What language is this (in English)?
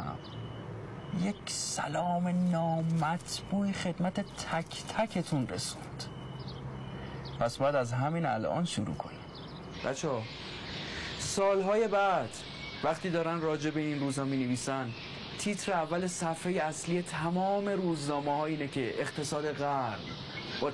Persian